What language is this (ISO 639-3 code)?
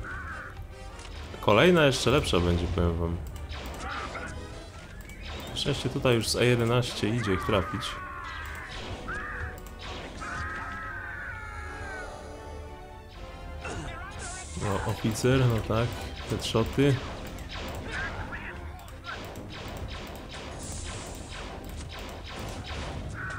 pol